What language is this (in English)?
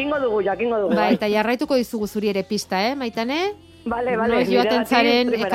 Basque